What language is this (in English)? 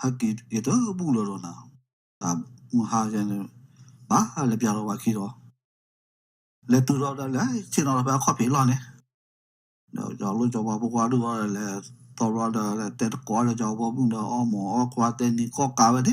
S'gaw Karen